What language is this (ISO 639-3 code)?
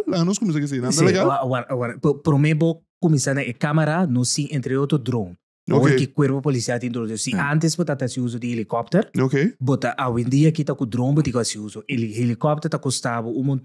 pap